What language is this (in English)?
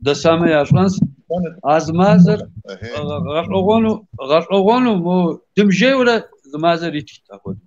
Kabardian